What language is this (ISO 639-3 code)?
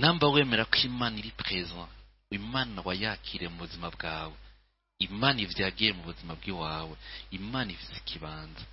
run